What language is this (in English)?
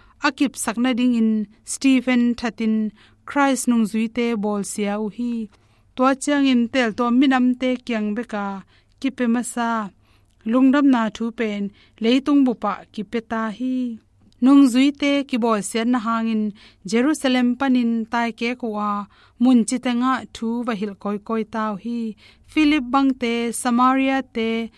Tedim Chin